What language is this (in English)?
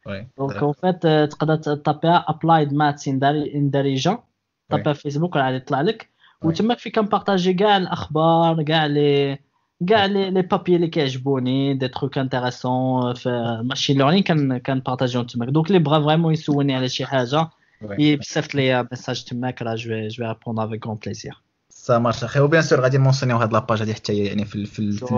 Moroccan Arabic